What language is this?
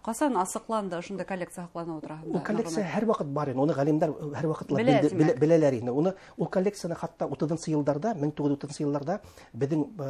Bashkir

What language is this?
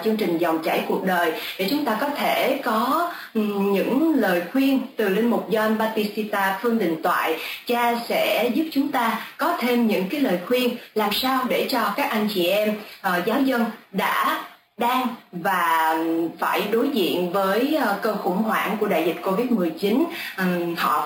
Vietnamese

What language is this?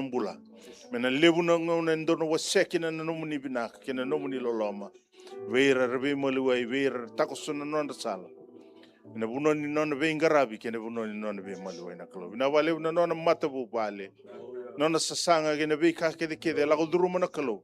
Fijian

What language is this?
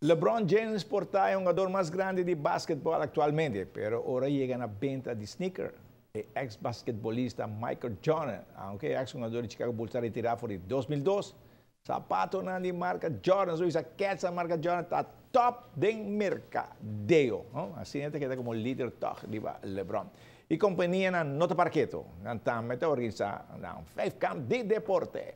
Papiamento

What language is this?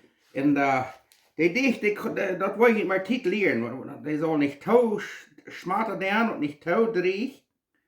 Plautdietsch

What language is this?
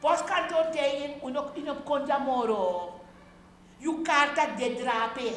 Sranan Tongo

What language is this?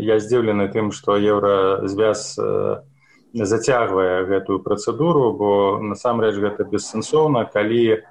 Belarusian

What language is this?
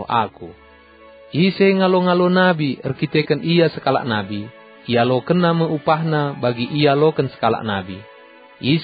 Batak Karo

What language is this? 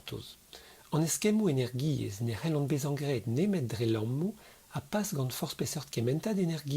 Breton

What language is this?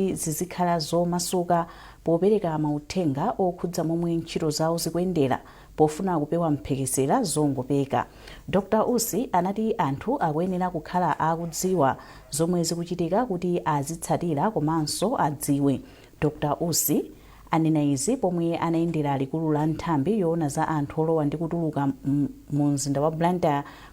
Nyanja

